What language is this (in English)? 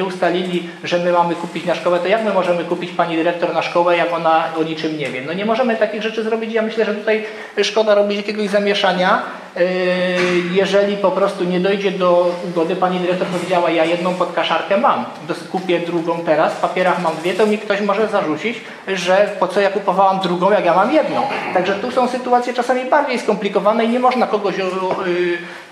Polish